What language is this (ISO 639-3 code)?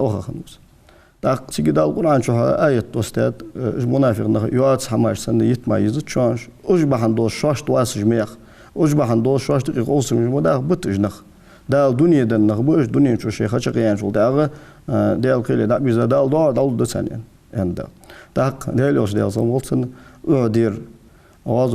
inh